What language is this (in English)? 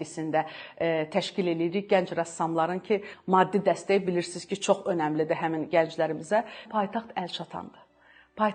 Azerbaijani